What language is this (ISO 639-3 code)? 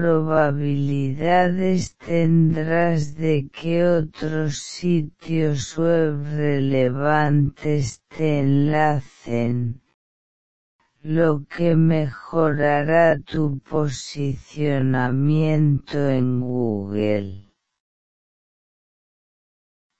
spa